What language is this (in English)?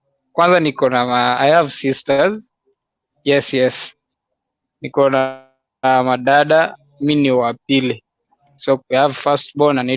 Kalenjin